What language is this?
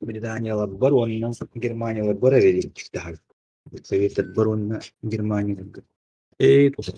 Yakut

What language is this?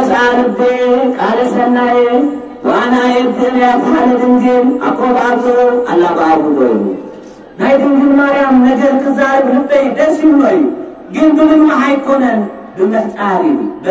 Tigrinya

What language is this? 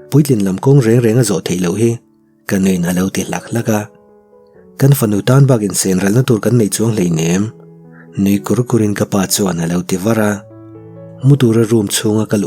Mizo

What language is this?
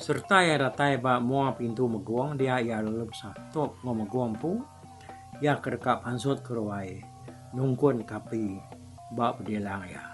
Iban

